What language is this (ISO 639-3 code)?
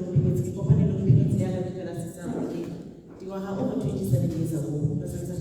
tsn